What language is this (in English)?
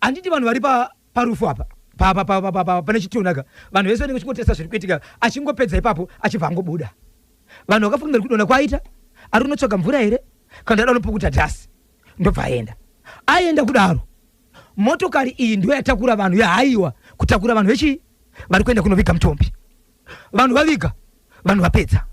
Shona